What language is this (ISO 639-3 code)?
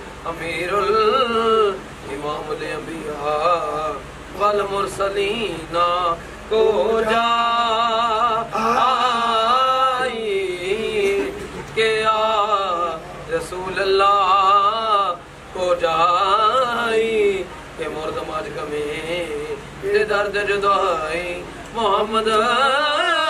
pan